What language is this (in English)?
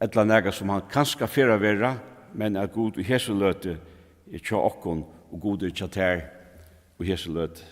Faroese